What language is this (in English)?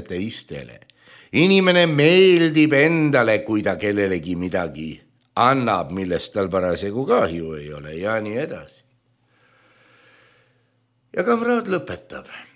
Estonian